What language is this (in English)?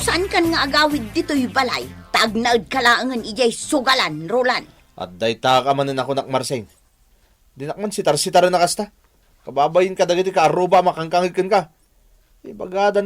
Iloko